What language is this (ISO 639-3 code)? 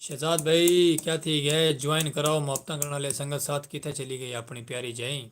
skr